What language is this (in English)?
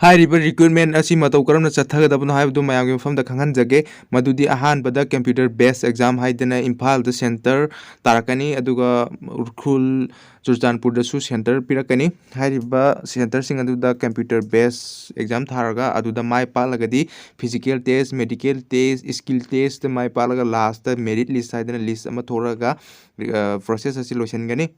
Manipuri